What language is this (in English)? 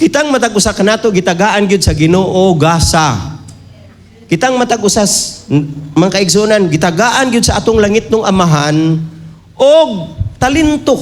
Cebuano